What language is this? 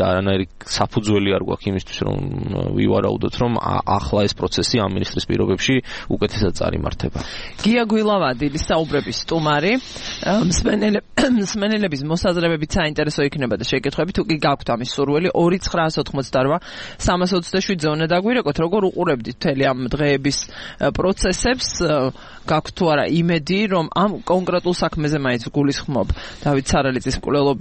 Georgian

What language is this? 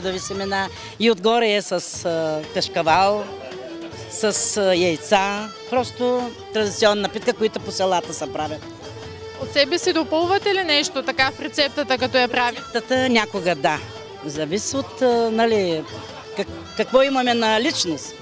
Bulgarian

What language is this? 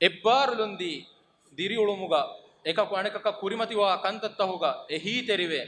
Divehi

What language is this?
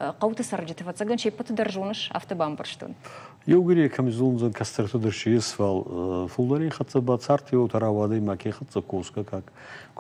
Ossetic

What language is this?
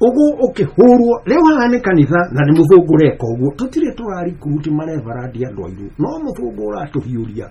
Kikuyu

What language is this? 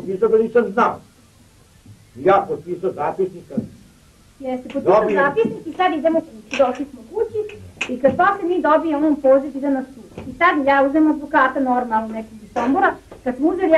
Serbian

